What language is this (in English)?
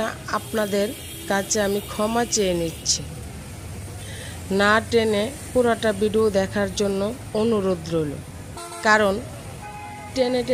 Bangla